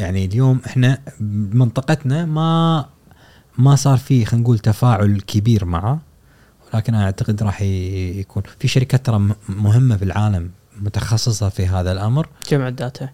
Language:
Gulf Arabic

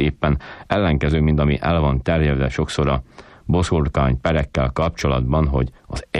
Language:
Hungarian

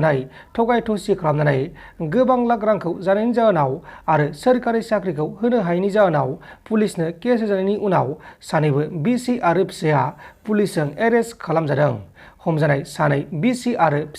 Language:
Bodo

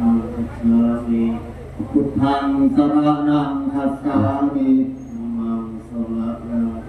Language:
Pali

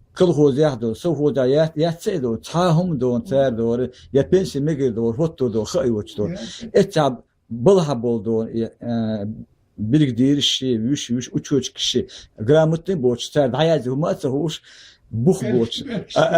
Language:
Chechen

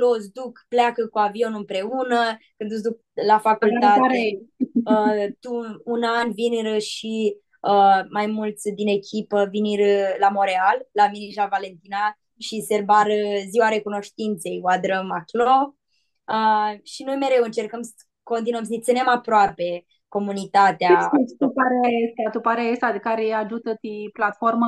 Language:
Aromanian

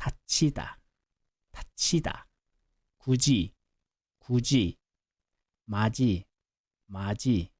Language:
Mongolian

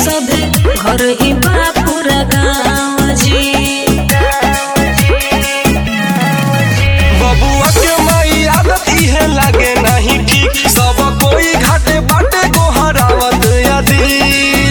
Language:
Bhojpuri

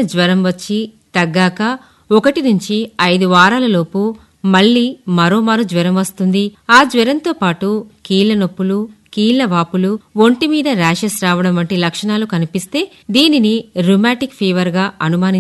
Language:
Telugu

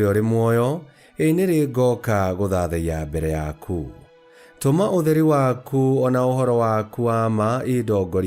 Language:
Kikuyu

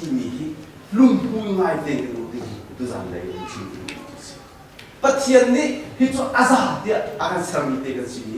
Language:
Hakha Chin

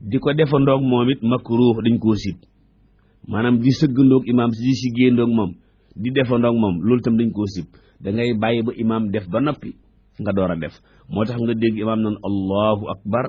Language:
Wolof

